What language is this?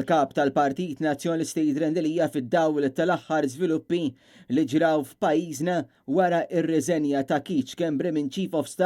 Maltese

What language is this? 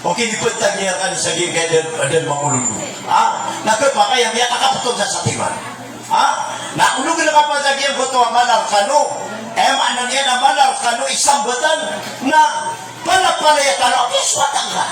Maranao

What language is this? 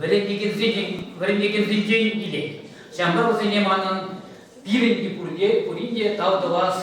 Chuvash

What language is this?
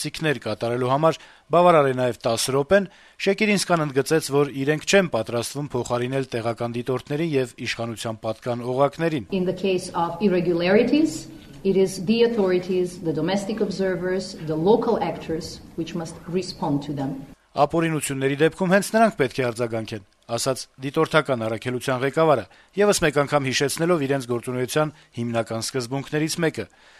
Armenian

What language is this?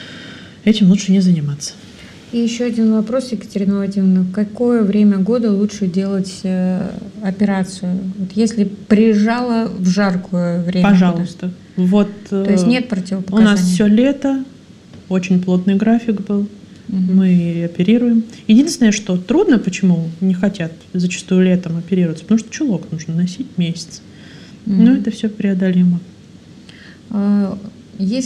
Russian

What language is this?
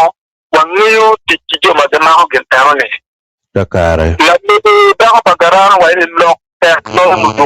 Acoli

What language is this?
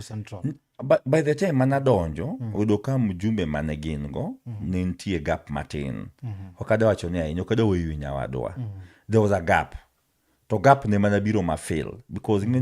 Luo (Kenya and Tanzania)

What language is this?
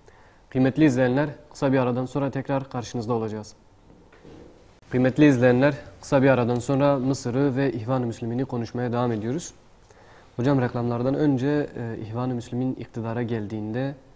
Turkish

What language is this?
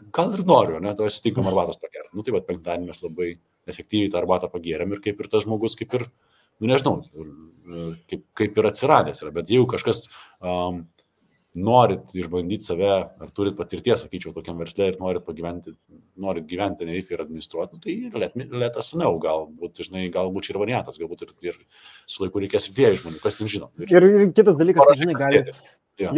Lithuanian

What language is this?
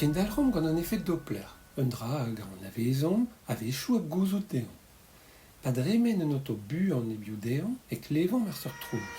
Breton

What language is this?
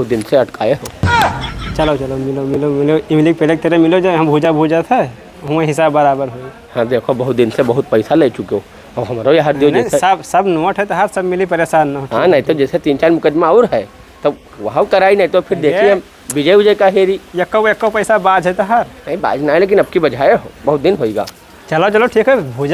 Awadhi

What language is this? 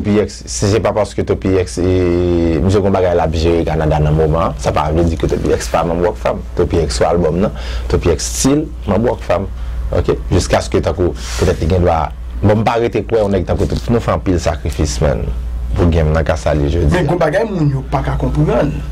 Haitian Creole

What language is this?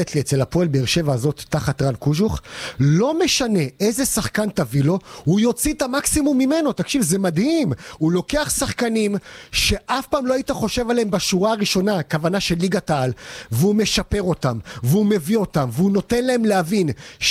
Hebrew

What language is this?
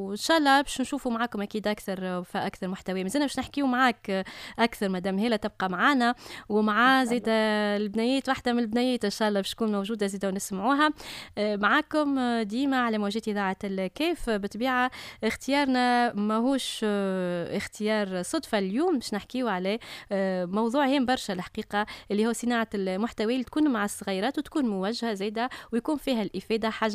Tunisian Arabic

